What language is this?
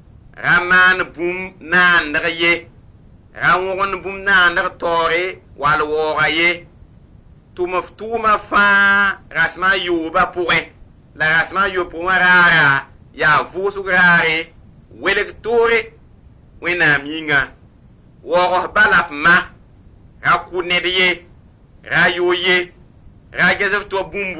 Mossi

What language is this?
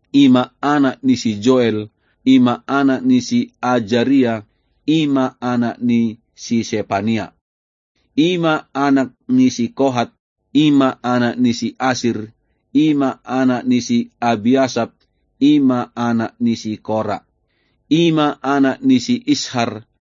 Batak Toba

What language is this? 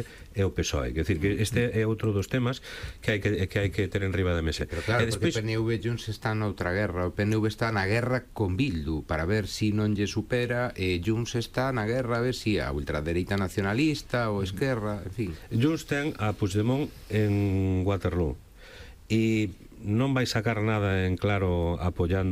Galician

